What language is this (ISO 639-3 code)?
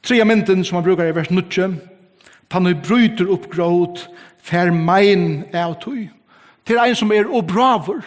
fao